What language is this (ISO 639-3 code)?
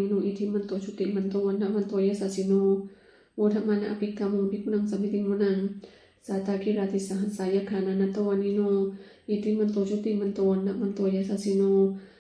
pli